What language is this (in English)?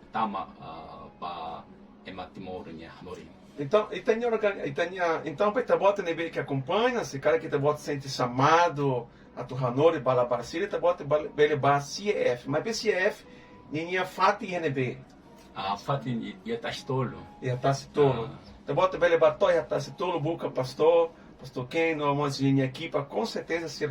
Tetum